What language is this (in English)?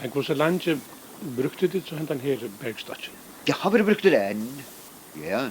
Faroese